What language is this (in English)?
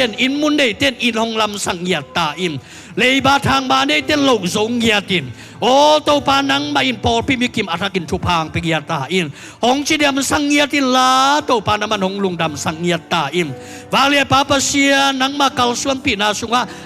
Tedim Chin